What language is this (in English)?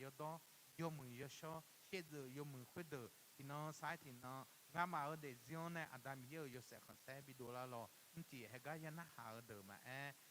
Akha